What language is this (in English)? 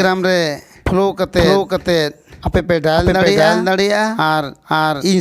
Santali